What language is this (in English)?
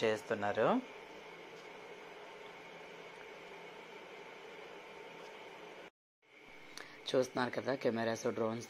Telugu